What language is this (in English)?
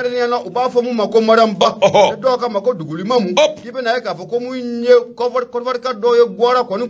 Bambara